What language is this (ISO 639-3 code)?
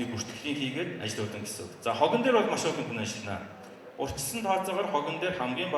mon